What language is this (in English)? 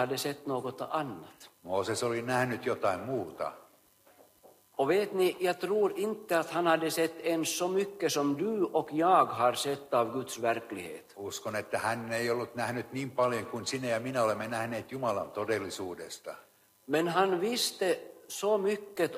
Swedish